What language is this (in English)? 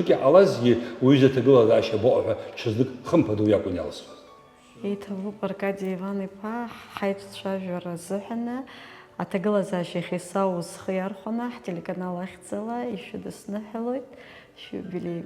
Abkhazian